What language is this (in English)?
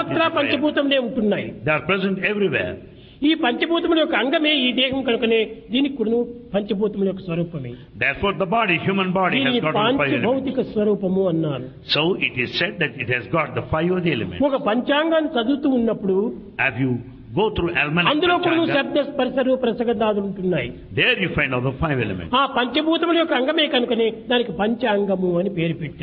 Telugu